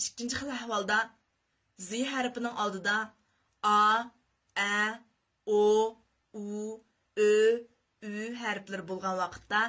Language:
Uyghur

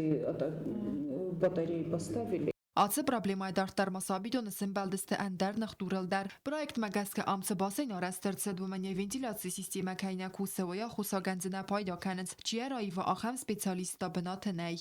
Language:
Ossetic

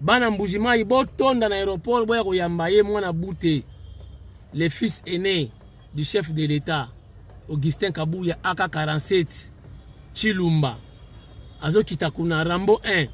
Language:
Lingala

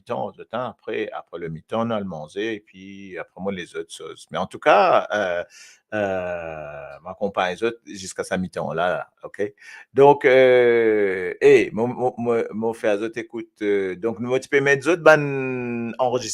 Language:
Morisyen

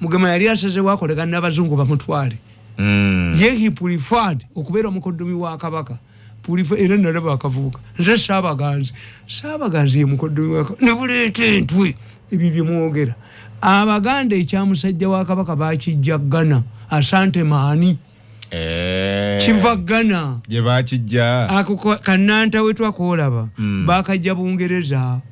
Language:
Ganda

